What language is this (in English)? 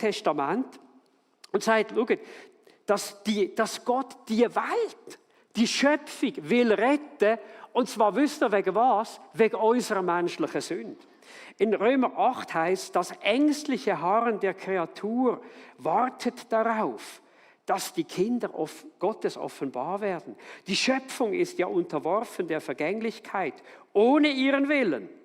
Swiss German